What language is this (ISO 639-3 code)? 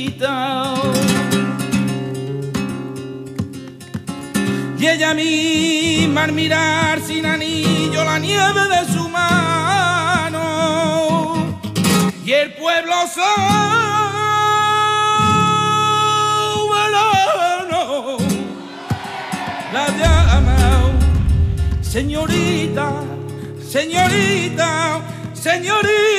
spa